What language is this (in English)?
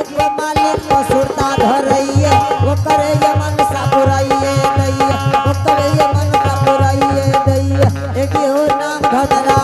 Angika